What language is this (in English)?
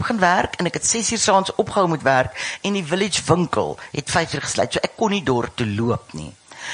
Afrikaans